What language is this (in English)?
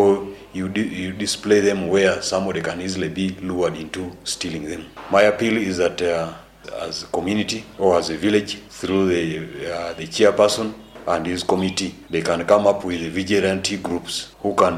Nyoro